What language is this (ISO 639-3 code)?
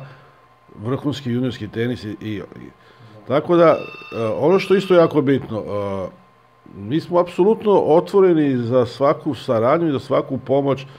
srp